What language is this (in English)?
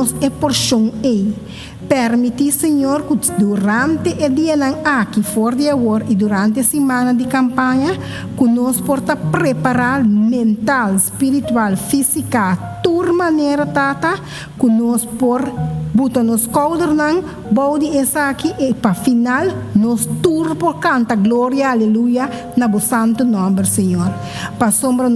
Papiamento